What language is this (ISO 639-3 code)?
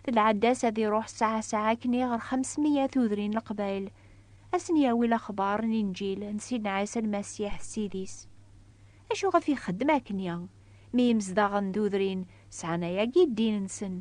kab